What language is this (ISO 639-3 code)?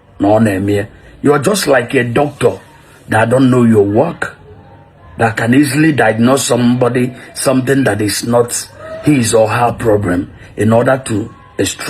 ibo